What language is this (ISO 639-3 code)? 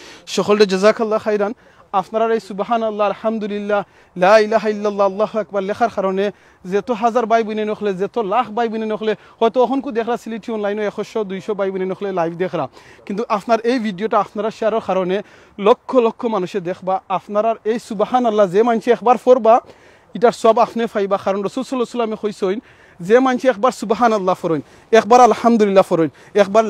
syl